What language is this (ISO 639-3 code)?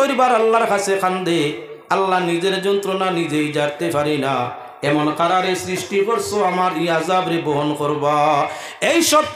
syl